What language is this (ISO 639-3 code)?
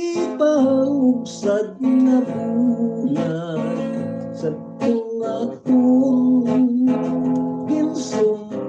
hil